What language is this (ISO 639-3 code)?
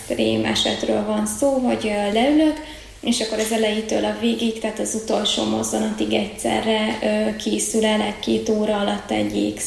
hun